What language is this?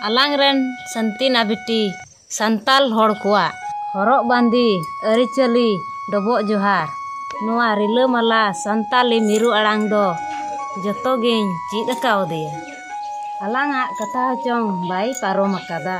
Santali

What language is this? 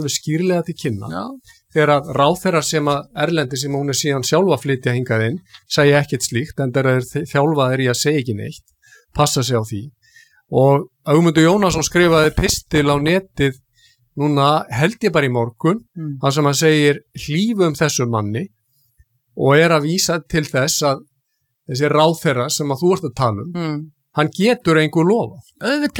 Icelandic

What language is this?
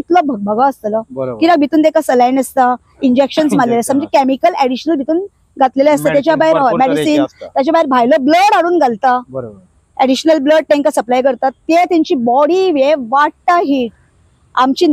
Konkani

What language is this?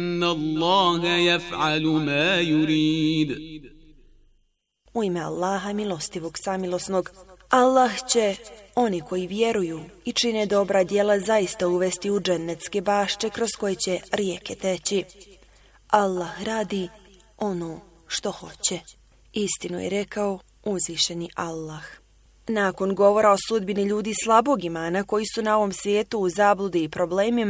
Bosnian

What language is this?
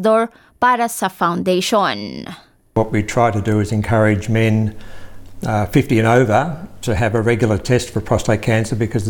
Filipino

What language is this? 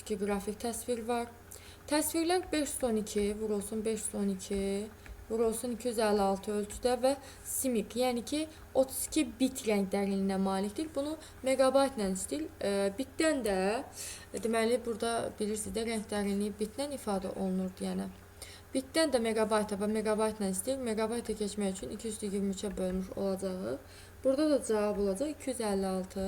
Azerbaijani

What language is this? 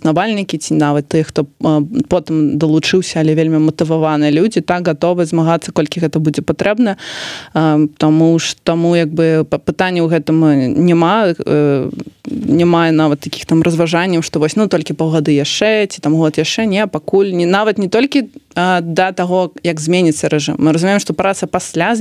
Belarusian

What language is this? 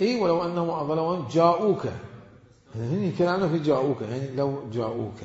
Mesopotamian Arabic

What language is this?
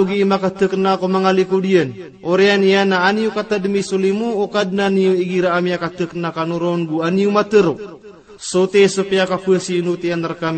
Maranao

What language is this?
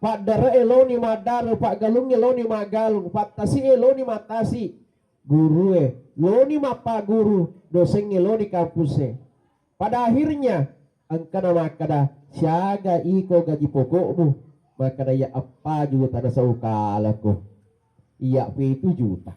Buginese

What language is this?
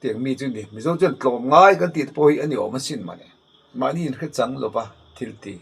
Mizo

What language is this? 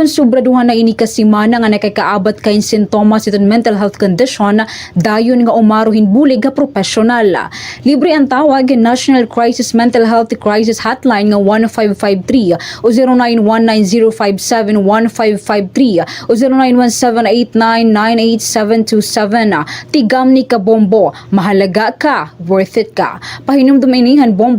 Waray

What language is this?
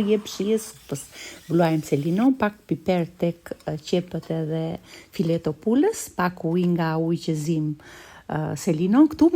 Albanian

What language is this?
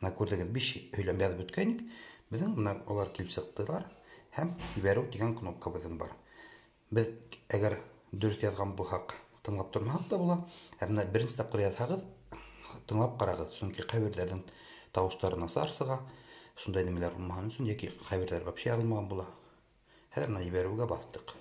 Bashkir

